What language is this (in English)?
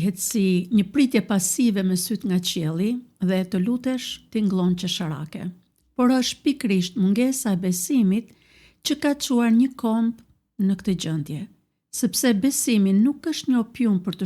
Albanian